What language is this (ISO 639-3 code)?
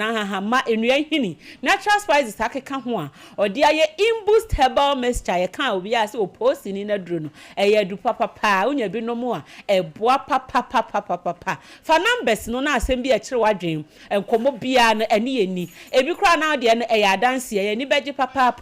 aka